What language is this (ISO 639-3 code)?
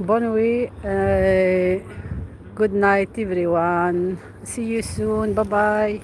arq